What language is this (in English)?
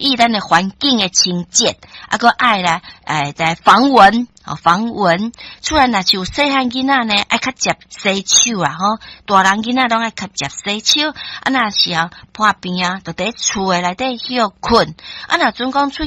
Min Nan Chinese